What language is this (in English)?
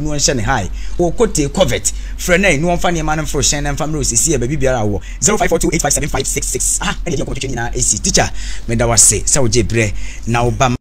Akan